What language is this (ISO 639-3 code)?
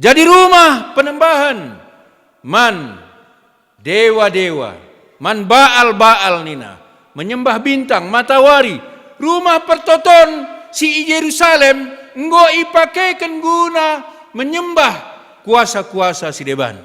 btx